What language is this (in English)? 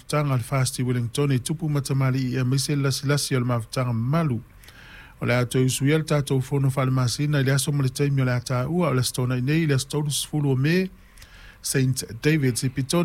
Samoan